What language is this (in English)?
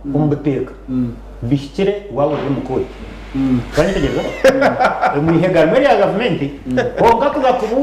Nyankole